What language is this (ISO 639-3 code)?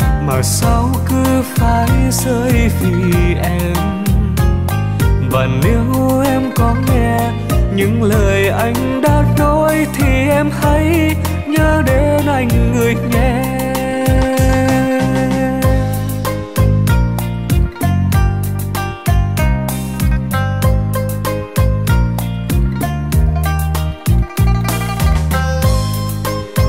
vie